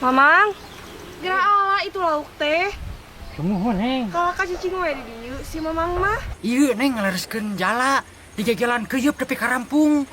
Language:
Sundanese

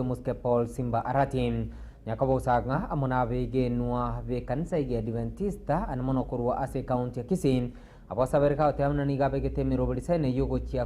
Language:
Gusii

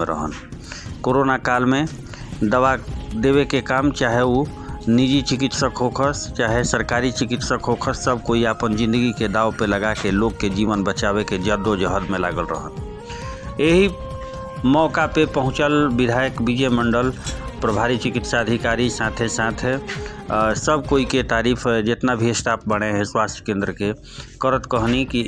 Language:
Bhojpuri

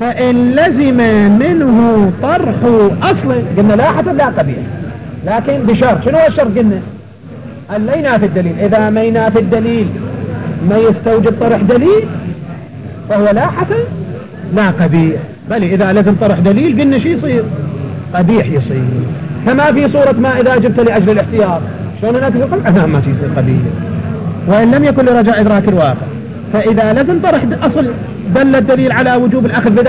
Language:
Arabic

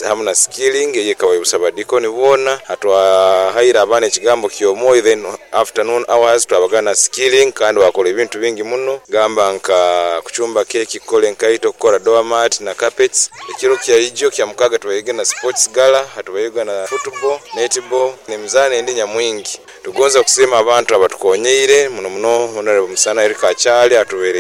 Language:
Nyoro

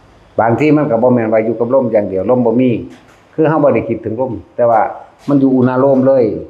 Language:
Lao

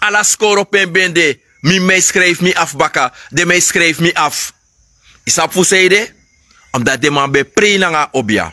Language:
Sranan Tongo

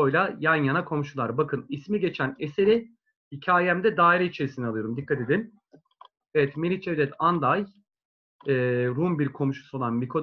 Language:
Turkish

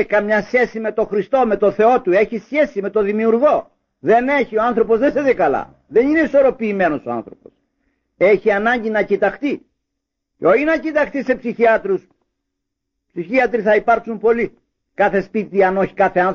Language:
Greek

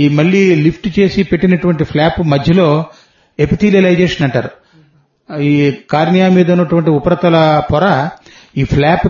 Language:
Telugu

